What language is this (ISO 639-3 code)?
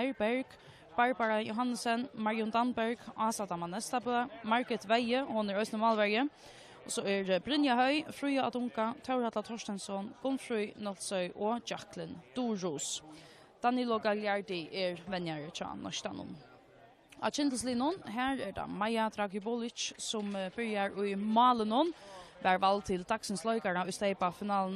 fao